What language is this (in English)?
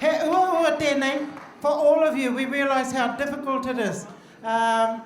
Māori